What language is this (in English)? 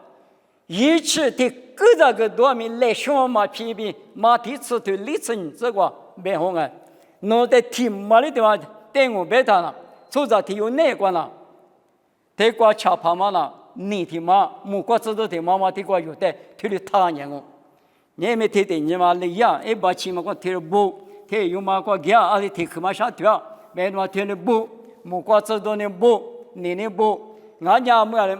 Lisu